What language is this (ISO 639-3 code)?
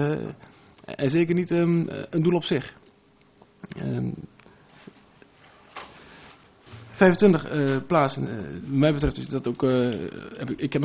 nld